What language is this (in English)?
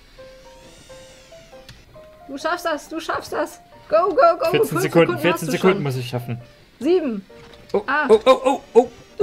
German